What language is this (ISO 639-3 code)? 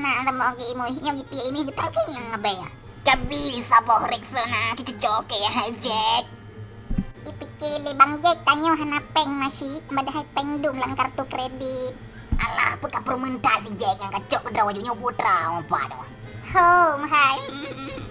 ace